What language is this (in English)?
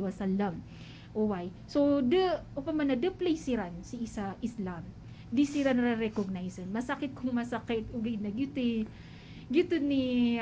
Maranao